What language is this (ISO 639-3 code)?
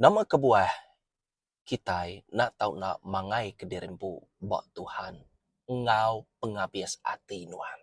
iba